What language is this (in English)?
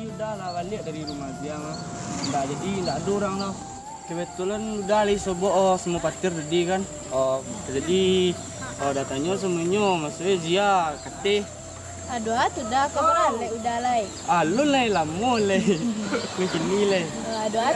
Minangkabau